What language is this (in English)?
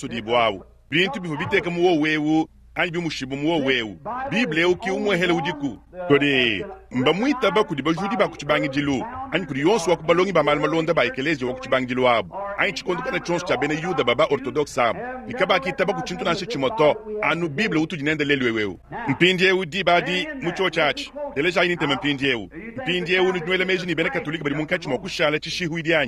Luba-Lulua